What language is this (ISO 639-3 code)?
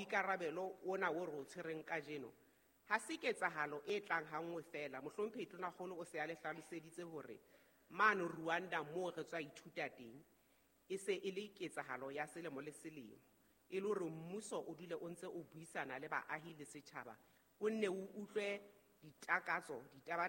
sot